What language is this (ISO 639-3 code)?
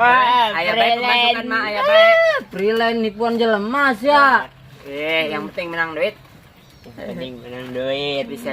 sun